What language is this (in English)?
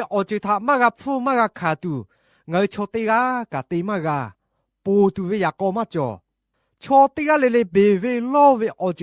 Lahu